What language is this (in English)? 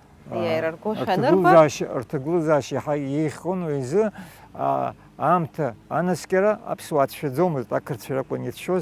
Abkhazian